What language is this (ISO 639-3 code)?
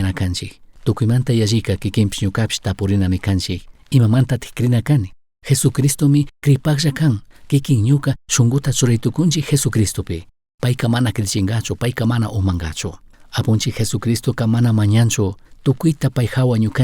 qug